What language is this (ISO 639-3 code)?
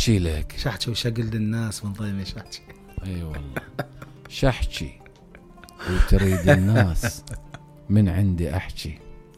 acm